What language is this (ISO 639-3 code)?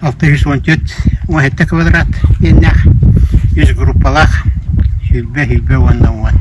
sah